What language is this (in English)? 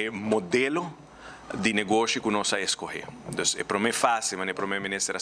Papiamento